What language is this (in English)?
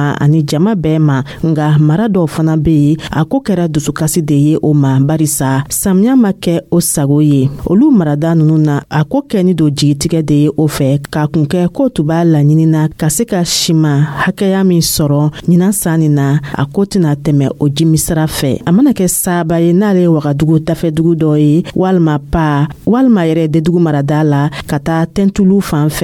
Dyula